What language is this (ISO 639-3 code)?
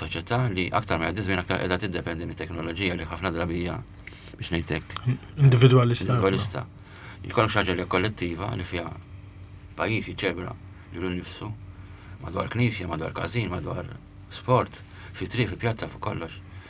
mlt